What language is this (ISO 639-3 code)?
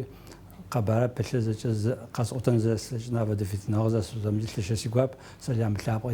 ady